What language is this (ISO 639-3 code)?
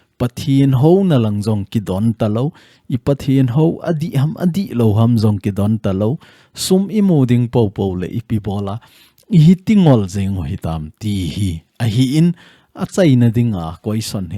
tcz